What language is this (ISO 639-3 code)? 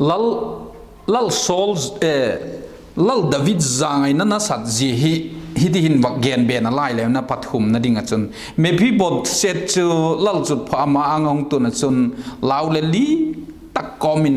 vap